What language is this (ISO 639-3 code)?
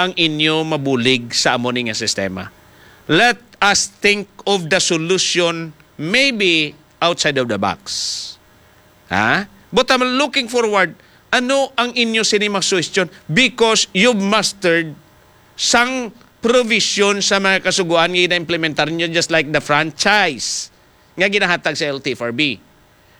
hil